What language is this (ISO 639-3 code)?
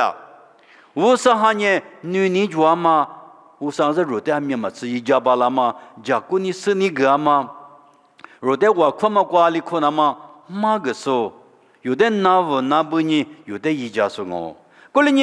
lis